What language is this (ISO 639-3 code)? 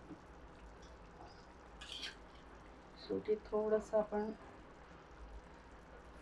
mar